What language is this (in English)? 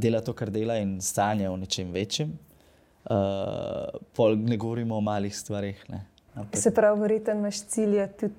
Slovenian